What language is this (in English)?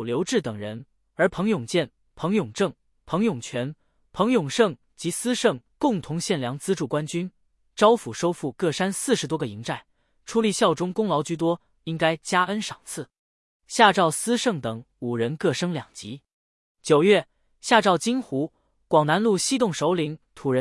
Chinese